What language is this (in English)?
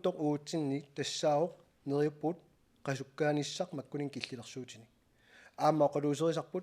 Kalaallisut